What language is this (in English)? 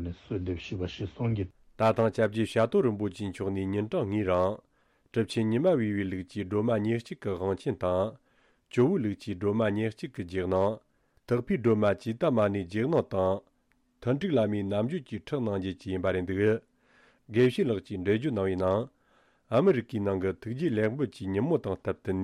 Tibetan